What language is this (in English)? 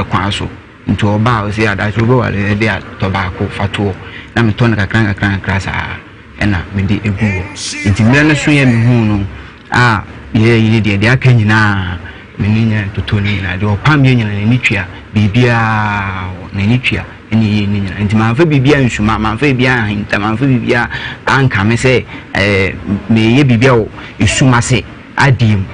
Akan